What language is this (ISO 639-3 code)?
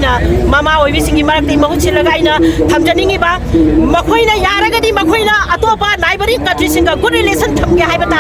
mni